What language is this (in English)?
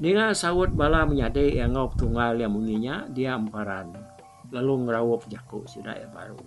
Iban